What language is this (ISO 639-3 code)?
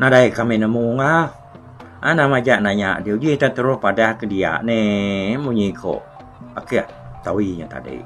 iba